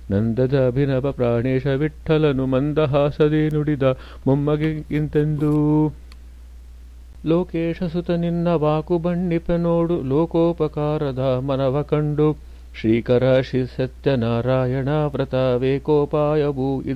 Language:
Kannada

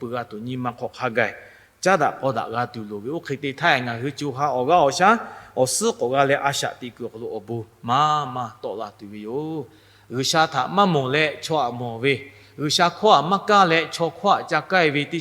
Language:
Lahu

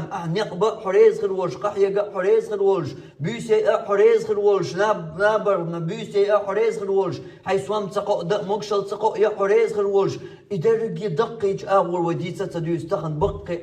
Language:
Chechen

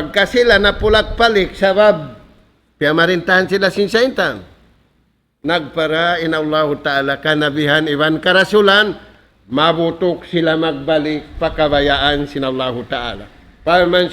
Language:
Tausug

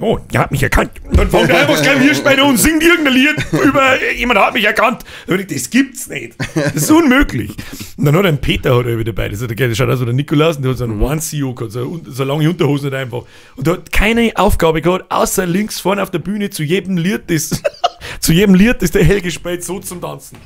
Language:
Bavarian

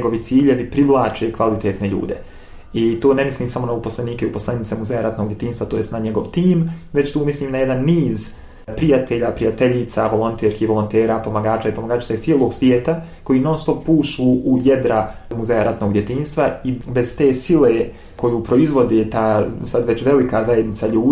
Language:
Bosnian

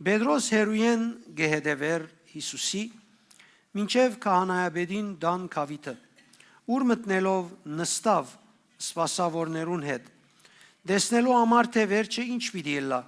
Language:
Western Armenian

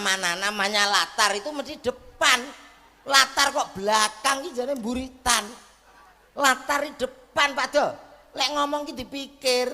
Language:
Javanese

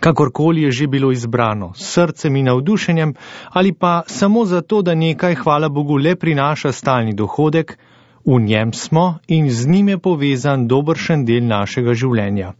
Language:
Slovenian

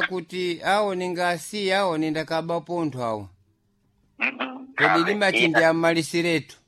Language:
Sena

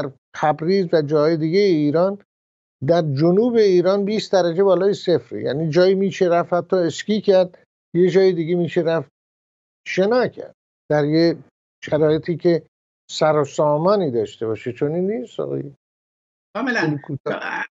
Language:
Persian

